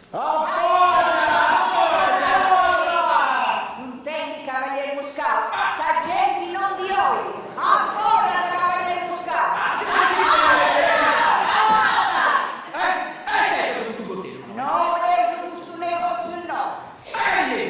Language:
Sardinian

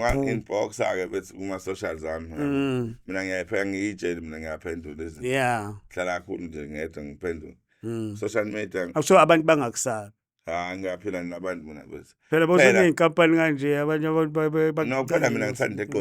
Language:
Zulu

